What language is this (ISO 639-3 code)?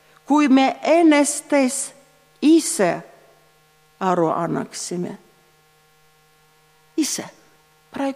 est